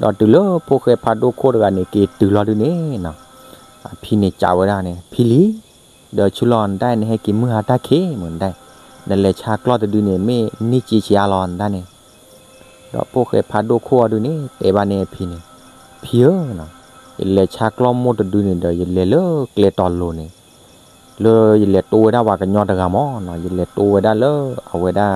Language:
S'gaw Karen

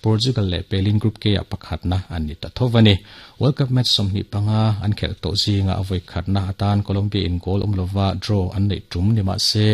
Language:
Mizo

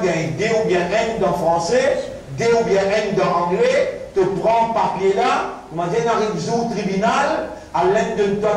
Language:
Morisyen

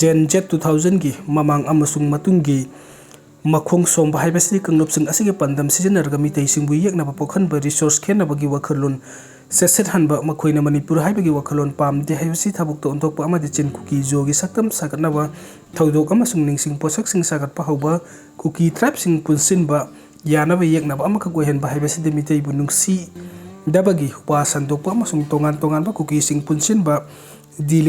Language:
Manipuri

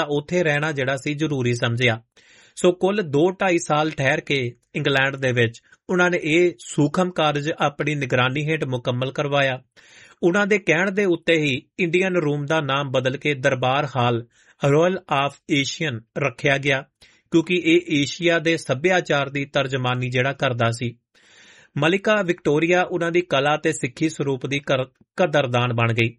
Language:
Punjabi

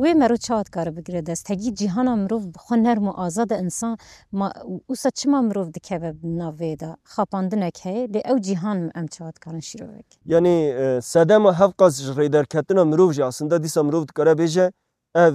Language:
Kurdish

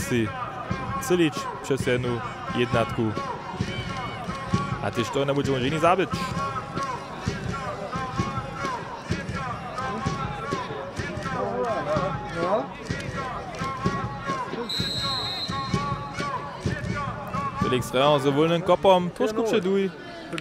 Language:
Upper Sorbian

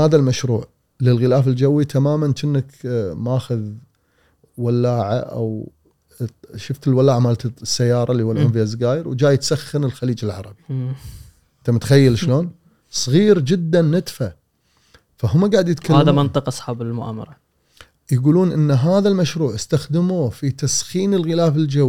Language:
Gulf Arabic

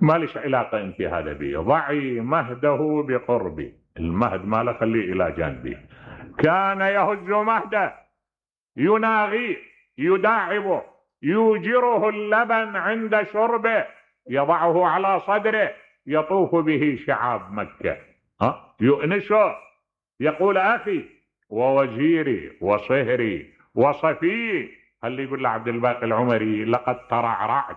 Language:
Mesopotamian Arabic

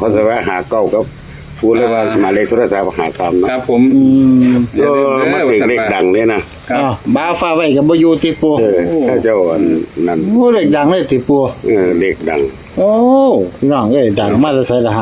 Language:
Northeastern Thai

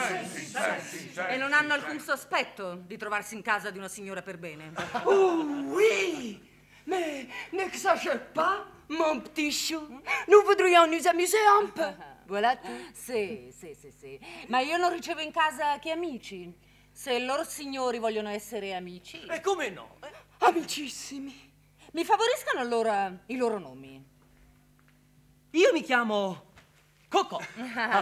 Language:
Italian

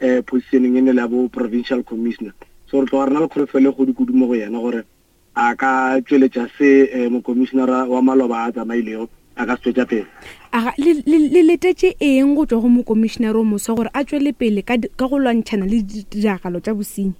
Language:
Northern Sotho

